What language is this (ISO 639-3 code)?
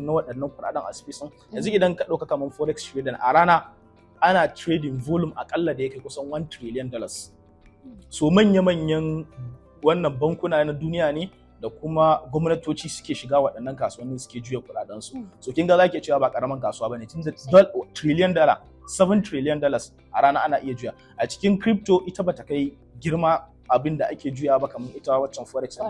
hau